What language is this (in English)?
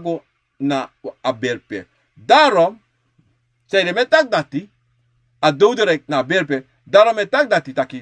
Sranan Tongo